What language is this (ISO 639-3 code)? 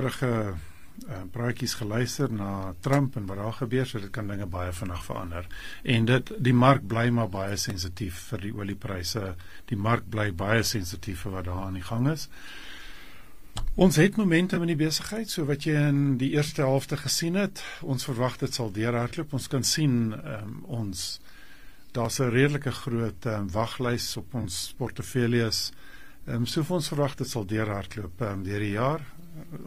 afr